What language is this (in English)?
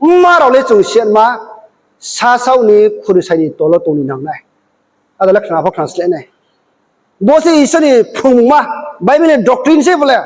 Riang (India)